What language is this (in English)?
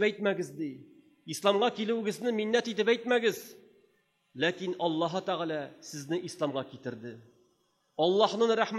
Tatar